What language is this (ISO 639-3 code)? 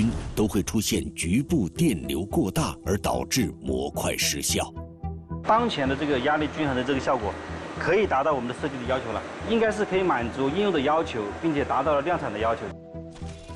zho